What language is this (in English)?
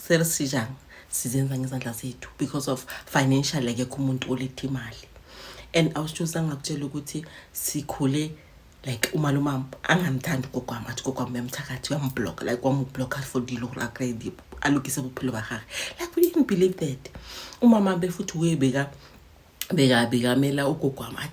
Zulu